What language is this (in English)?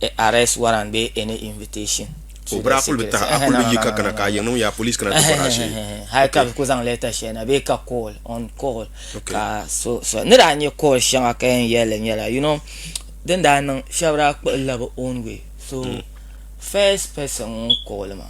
Dagbani